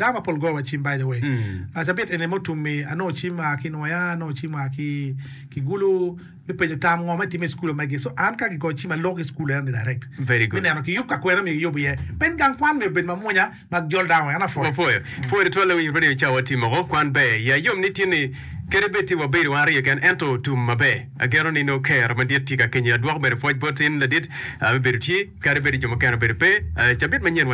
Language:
Acoli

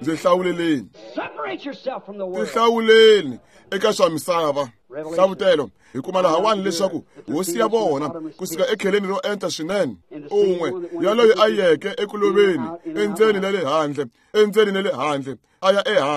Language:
Tsonga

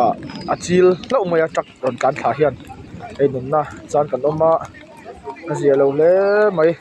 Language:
Mizo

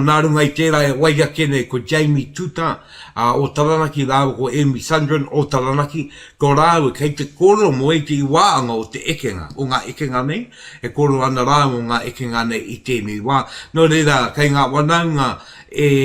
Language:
Māori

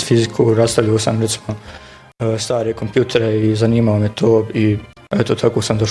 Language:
Bosnian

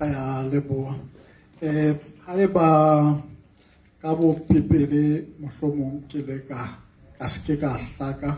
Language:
Southern Sotho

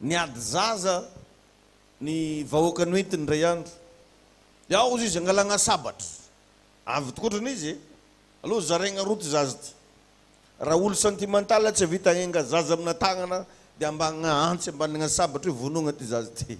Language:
Malagasy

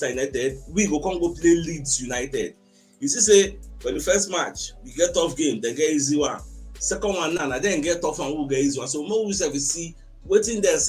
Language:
Nigerian Pidgin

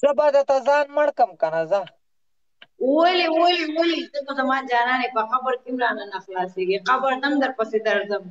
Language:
Pashto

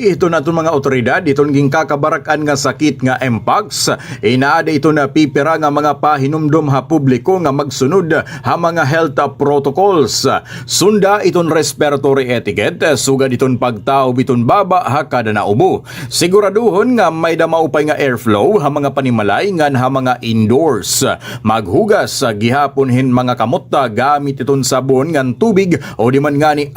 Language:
Waray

